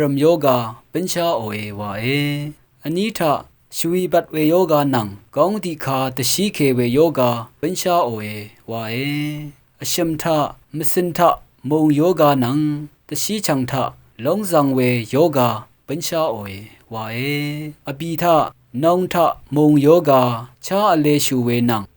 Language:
Rawang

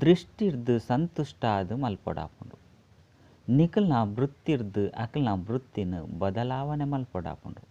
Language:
Tulu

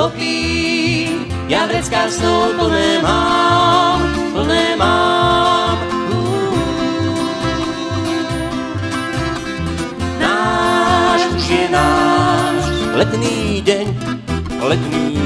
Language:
Slovak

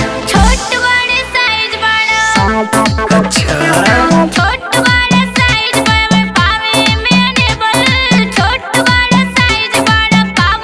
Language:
Bhojpuri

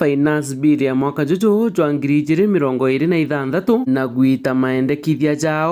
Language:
Meru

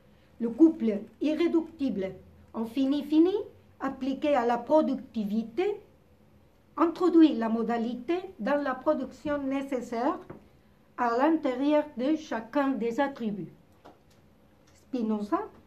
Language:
French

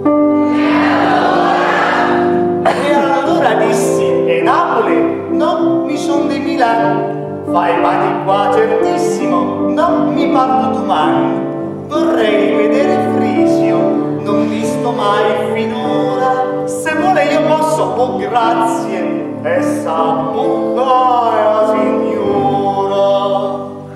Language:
Italian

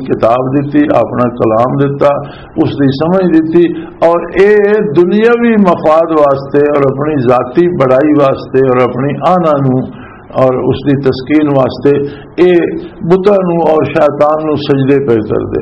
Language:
Western Panjabi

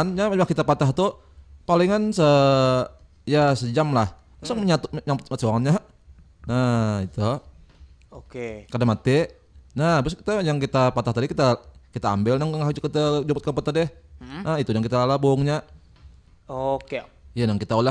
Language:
Banjar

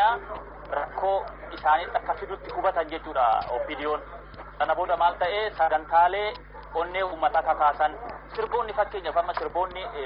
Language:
Oromo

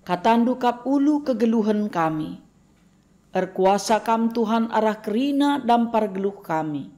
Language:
Batak Karo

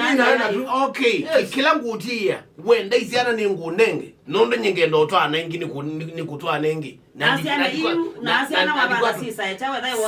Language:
Kamba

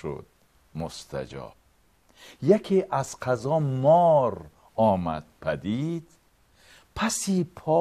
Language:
Tajik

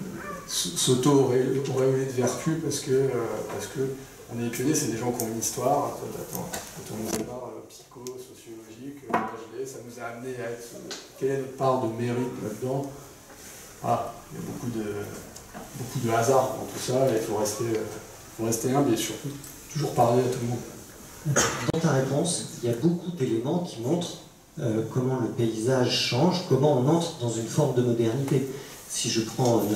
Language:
French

